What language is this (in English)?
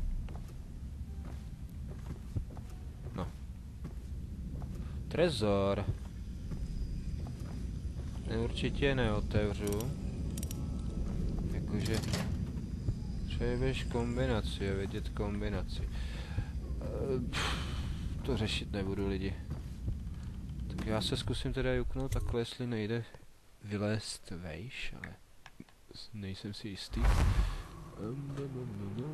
Czech